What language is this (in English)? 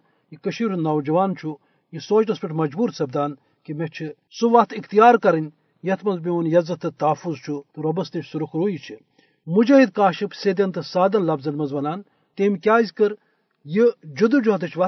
Kashmiri